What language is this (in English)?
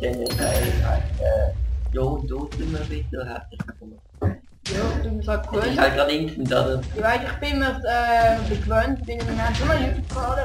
Swiss German